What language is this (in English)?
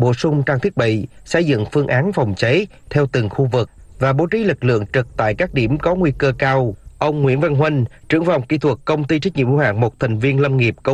Vietnamese